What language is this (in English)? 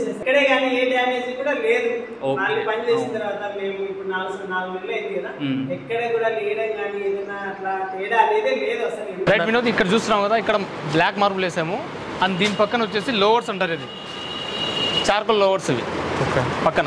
Telugu